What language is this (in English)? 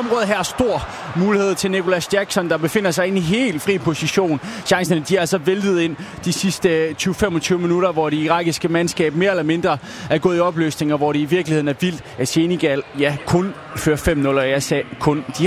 Danish